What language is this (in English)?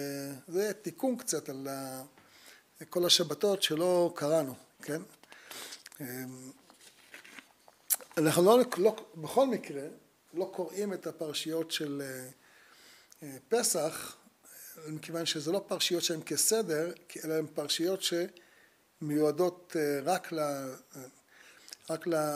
Hebrew